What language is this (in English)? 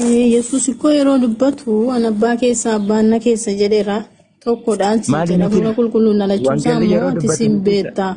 Oromo